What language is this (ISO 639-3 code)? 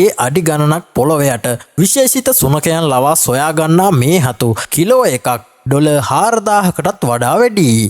sin